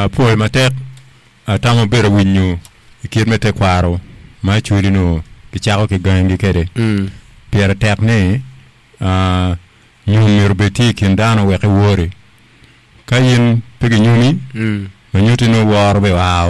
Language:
Acoli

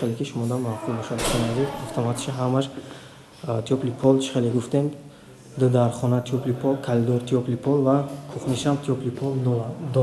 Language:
Tajik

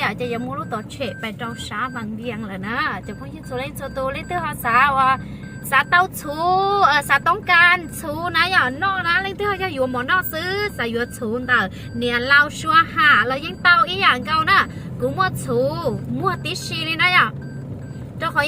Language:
Hmong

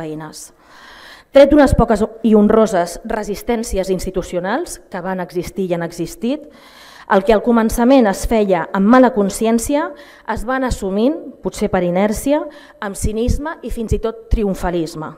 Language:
Catalan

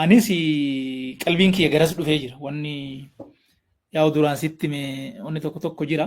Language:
Oromo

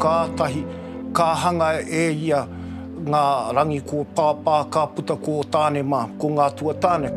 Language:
Māori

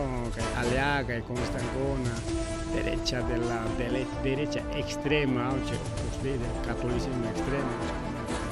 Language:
Ayacucho Quechua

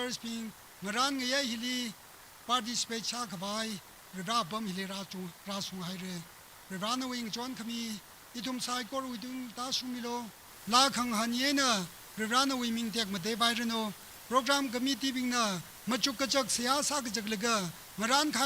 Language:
Tangkhul Naga (India)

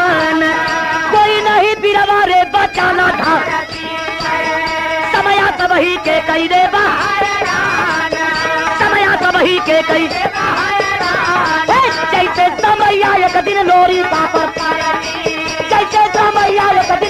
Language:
Bhojpuri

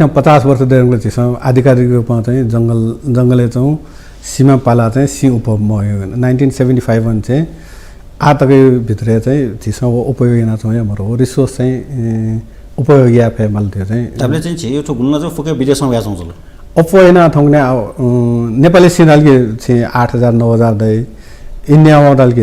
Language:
Newari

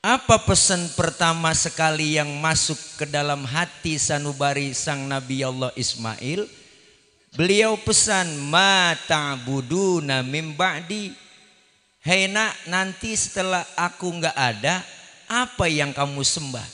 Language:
Betawi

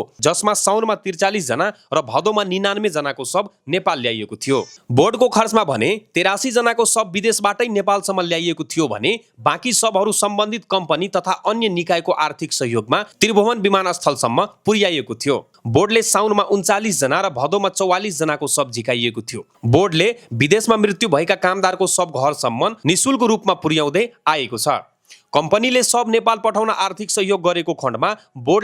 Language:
Nepali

